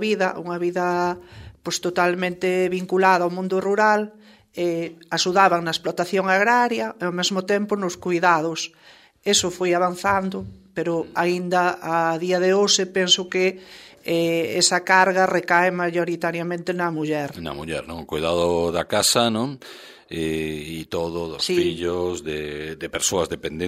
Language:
Galician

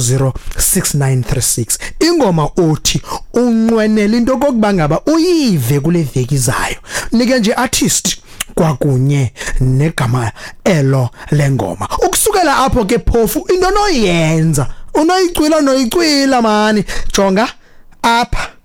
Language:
Xhosa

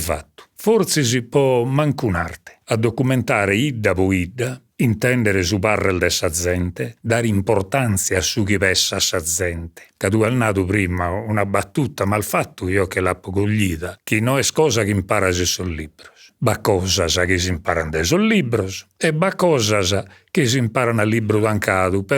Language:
Sardinian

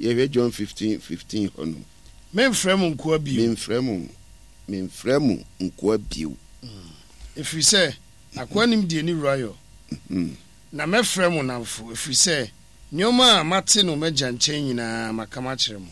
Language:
Akan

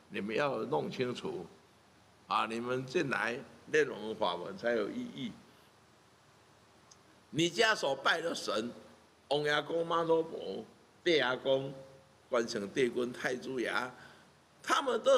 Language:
Chinese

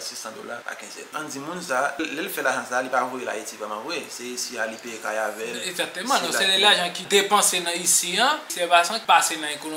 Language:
Haitian Creole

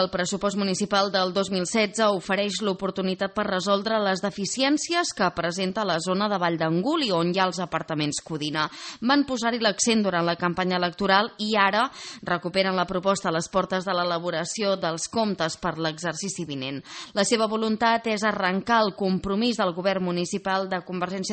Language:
Catalan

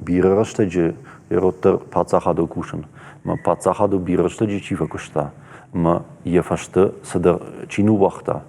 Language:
Ossetic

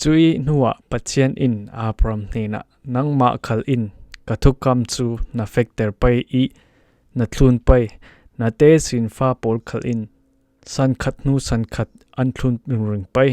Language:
Falam Chin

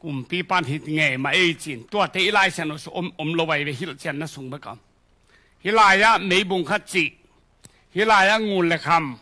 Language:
Tedim Chin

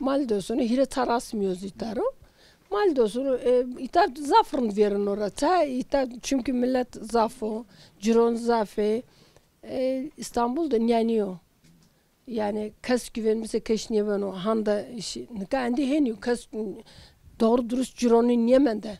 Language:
Zaza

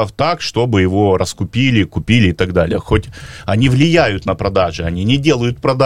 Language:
Russian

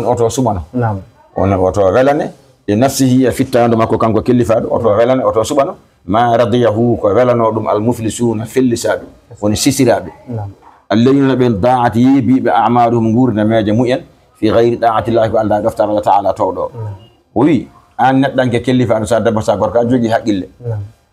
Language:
Fula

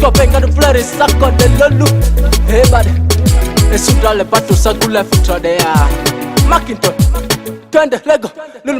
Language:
Ma'di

